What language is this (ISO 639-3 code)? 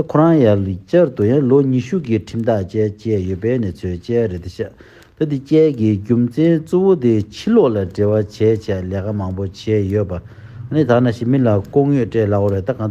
bod